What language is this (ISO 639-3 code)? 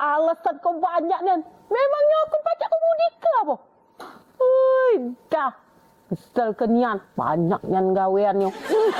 mui